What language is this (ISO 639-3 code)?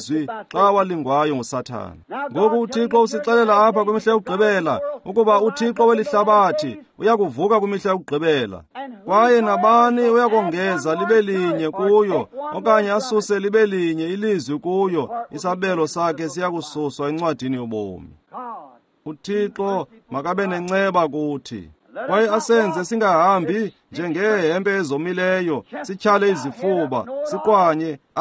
xho